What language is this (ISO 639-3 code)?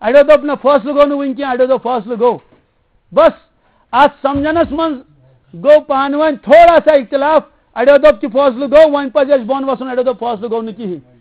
kas